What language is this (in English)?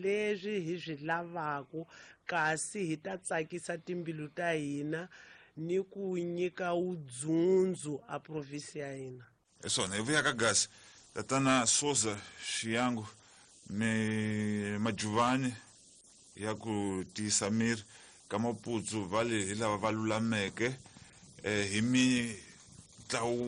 Tsonga